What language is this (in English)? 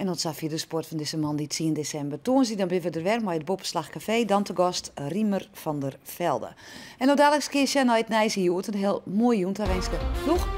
Western Frisian